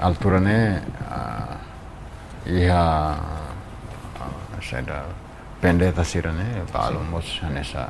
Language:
Tetum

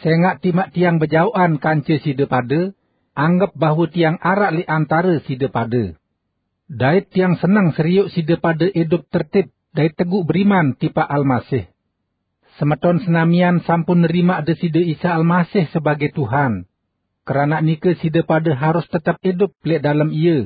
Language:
Sasak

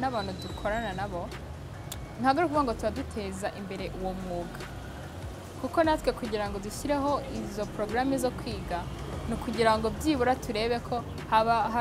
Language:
Kinyarwanda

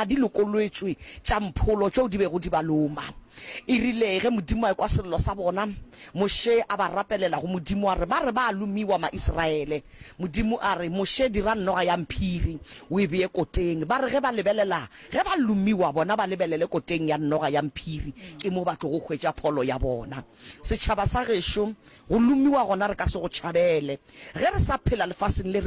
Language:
Northern Sotho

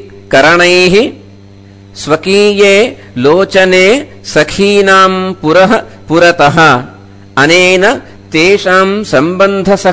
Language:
Sanskrit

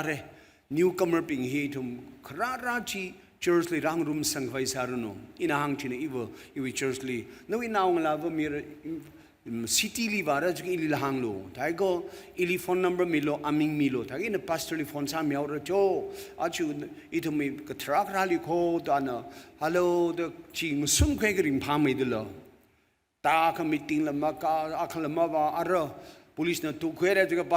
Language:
Tangkhul Naga (India)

